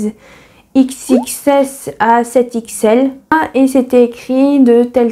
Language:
French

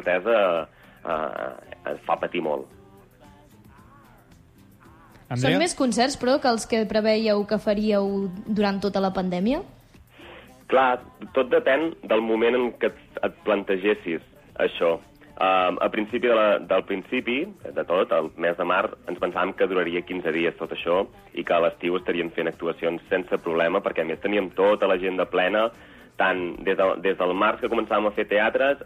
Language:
Catalan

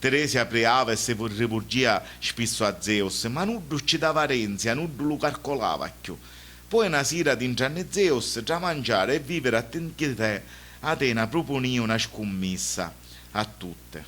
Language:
Sicilian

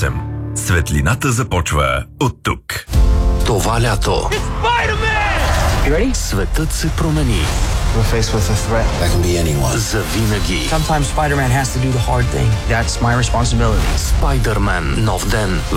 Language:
Bulgarian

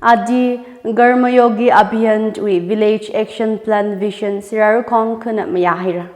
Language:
Tangkhul Naga (India)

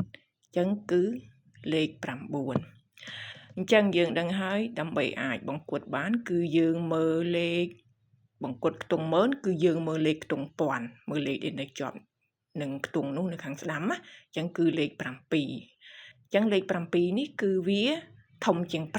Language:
Khmer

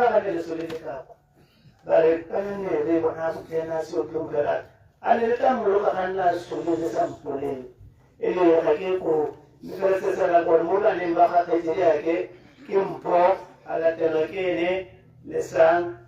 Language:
Tswana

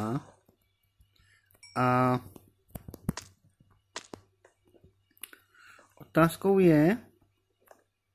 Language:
Czech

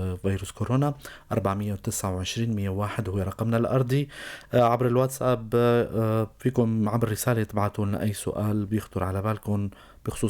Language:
North Levantine Arabic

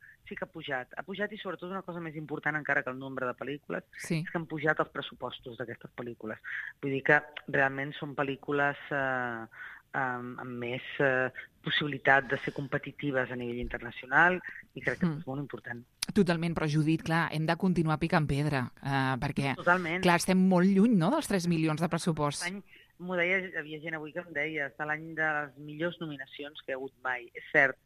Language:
Catalan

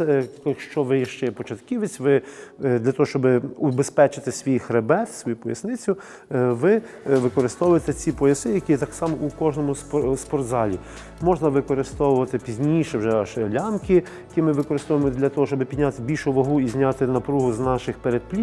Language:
Ukrainian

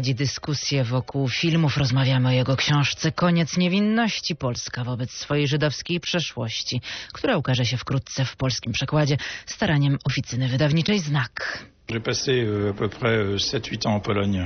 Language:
Polish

